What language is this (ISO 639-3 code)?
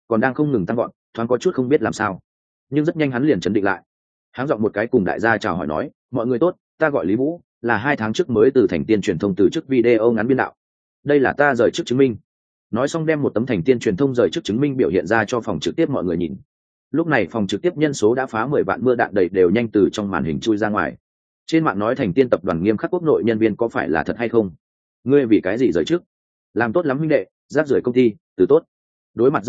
vie